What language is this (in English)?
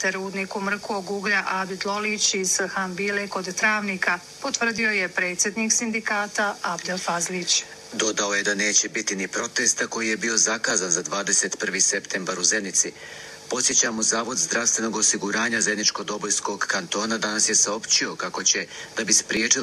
Bosnian